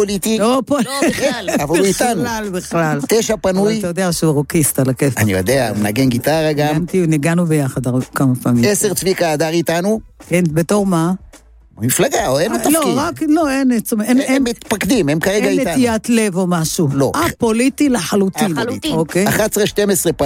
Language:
Hebrew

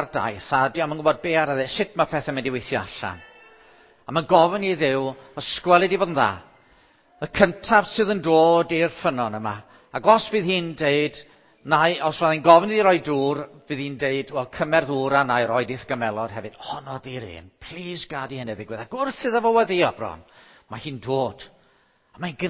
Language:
Welsh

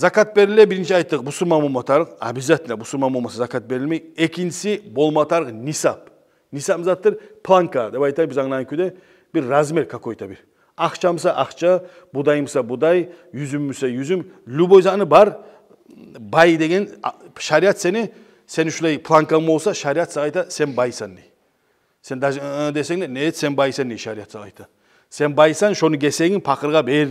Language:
Kumyk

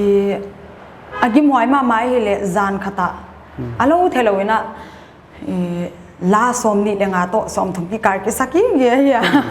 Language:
Paite Chin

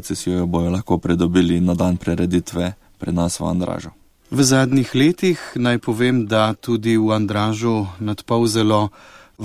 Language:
Slovenian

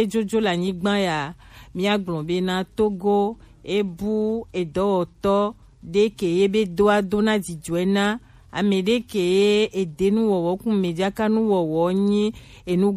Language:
Gen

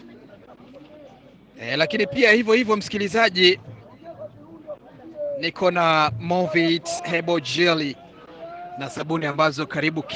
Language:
Swahili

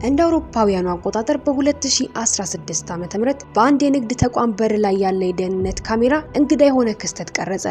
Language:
Amharic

